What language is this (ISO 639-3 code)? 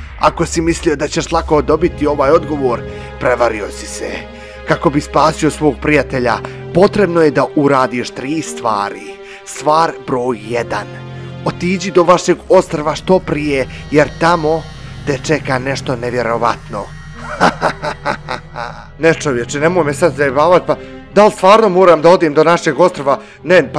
bos